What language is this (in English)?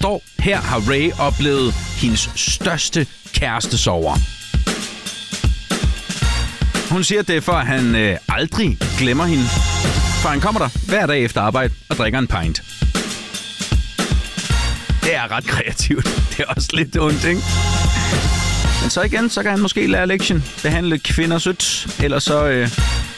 Danish